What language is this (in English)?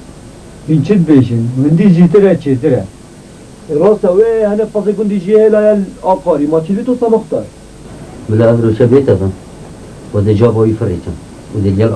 Kurdish